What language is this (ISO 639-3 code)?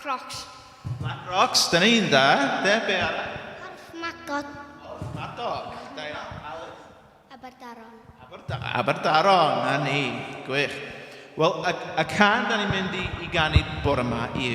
cym